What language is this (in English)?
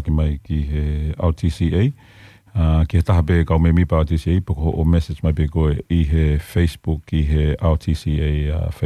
Tongan